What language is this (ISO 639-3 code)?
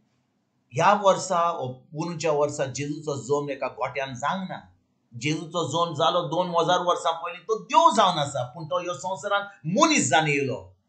kok